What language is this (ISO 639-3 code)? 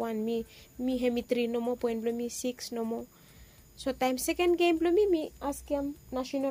bis